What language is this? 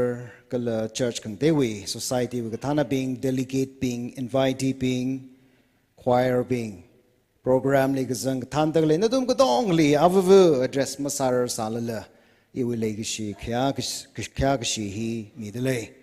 Tangkhul Naga (India)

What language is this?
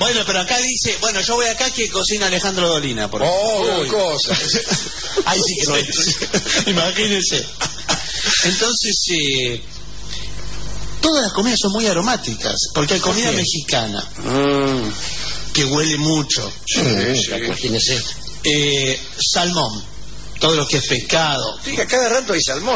Spanish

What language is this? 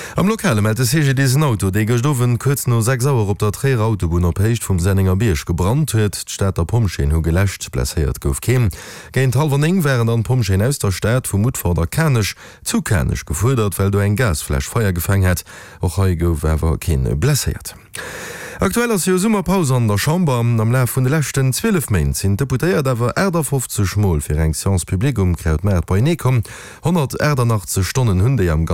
Luxembourgish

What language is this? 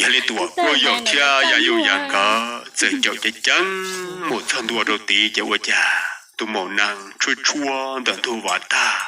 Hmong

